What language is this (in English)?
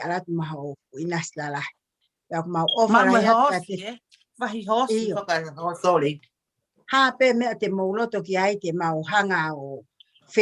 Tongan